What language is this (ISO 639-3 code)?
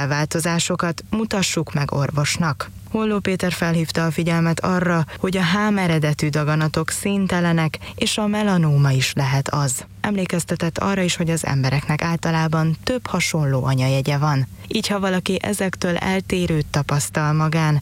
hun